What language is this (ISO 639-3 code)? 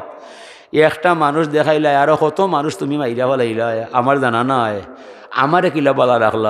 syl